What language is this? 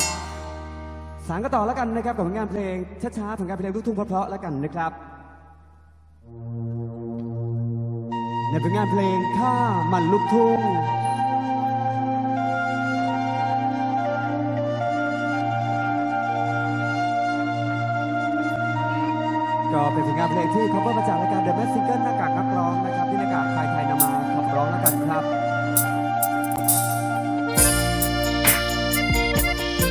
Thai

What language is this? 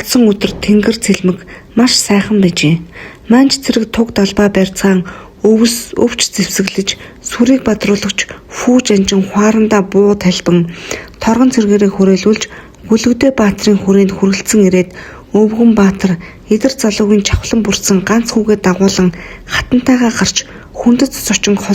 Mongolian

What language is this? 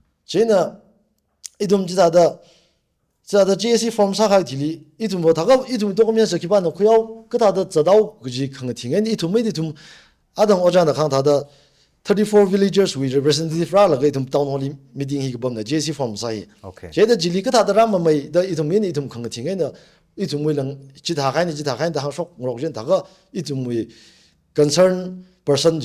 Tangkhul Naga (India)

